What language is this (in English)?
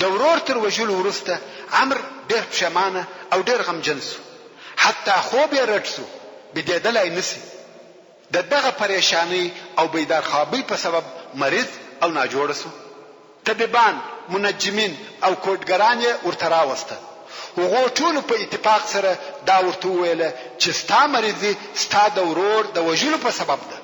Pashto